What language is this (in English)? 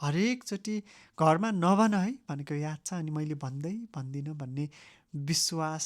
Nepali